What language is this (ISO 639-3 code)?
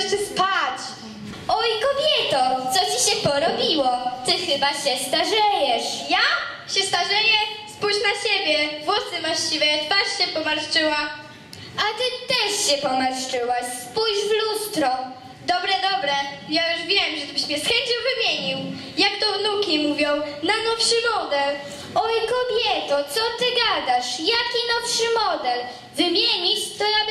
pol